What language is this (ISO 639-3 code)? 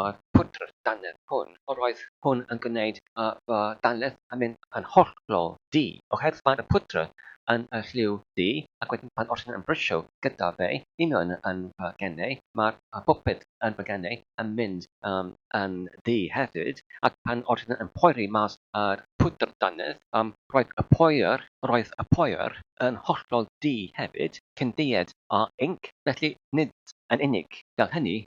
cym